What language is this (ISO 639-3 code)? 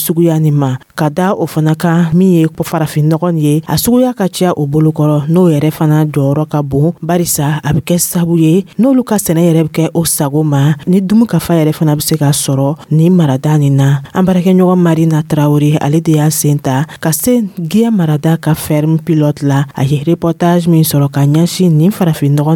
dyu